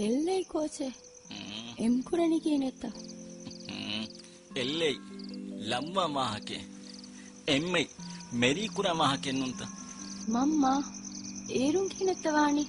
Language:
Divehi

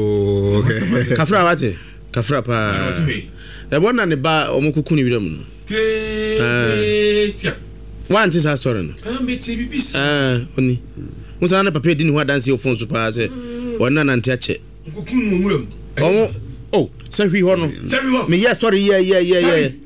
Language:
Akan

